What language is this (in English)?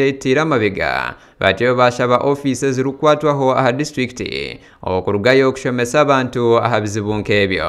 Nyankole